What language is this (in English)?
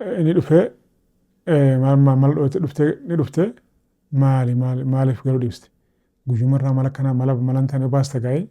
Oromo